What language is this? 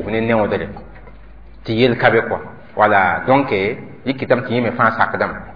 Mossi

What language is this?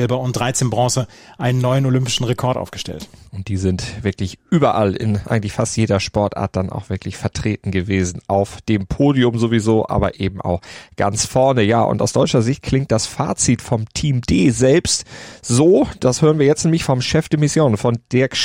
German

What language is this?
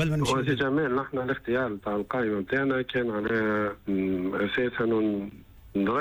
Tunisian Arabic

